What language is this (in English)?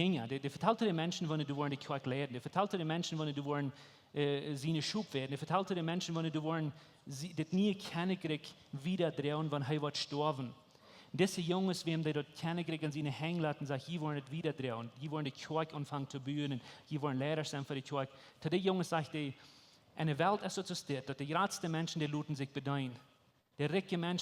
Plautdietsch